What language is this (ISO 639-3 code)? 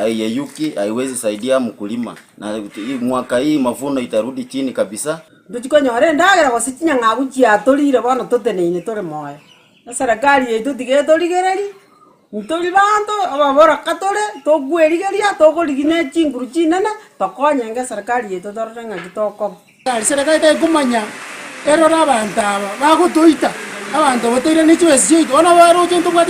guz